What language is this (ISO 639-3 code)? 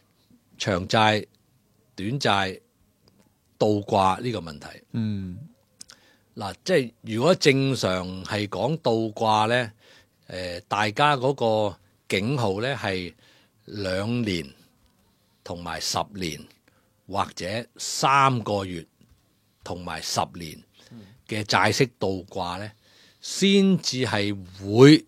yue